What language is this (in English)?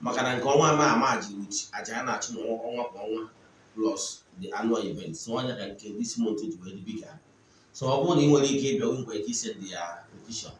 Igbo